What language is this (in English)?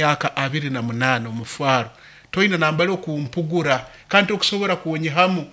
Nyoro